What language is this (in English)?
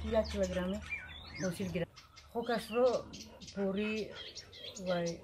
Tajik